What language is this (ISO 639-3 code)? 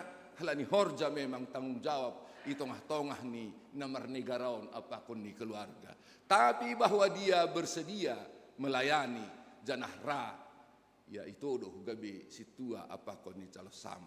bts